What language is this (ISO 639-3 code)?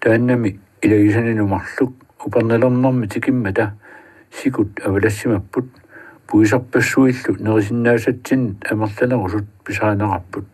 kal